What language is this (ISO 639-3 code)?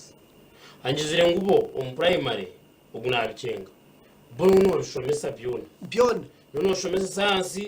nyn